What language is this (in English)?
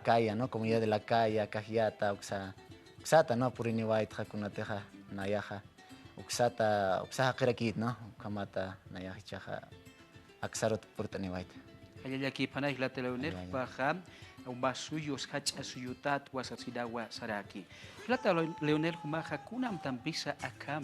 Aymara